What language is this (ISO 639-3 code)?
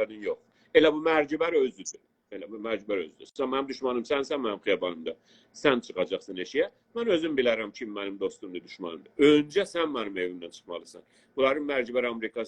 azb